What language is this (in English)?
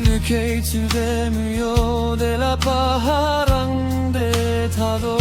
Yimchungru Naga